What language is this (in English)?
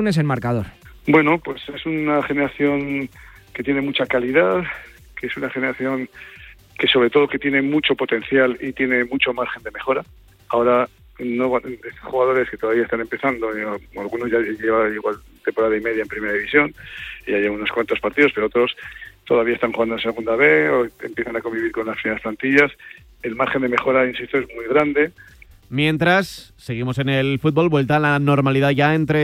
Spanish